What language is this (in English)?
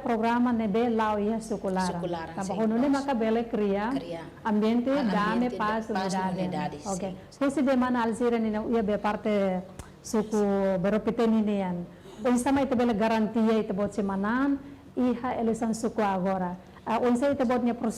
Tetum